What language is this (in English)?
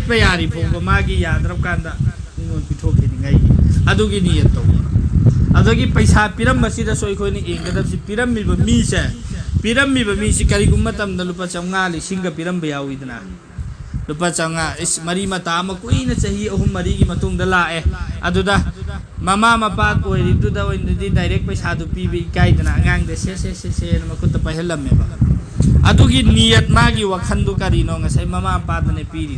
Manipuri